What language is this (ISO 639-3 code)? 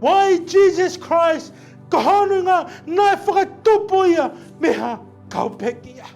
ton